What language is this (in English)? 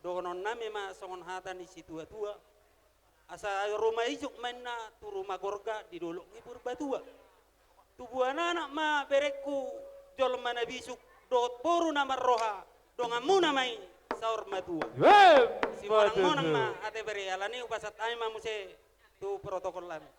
Batak Toba